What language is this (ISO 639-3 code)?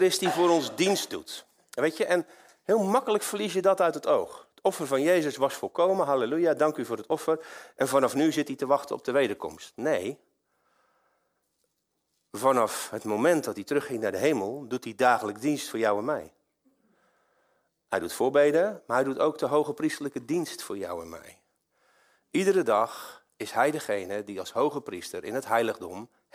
nld